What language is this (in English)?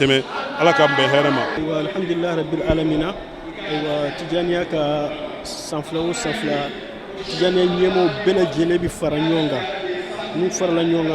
Bambara